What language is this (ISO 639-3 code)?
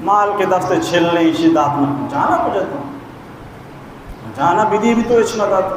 bal